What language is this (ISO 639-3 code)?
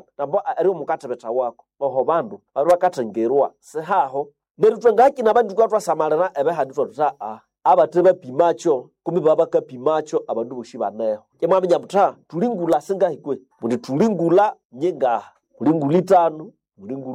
nnb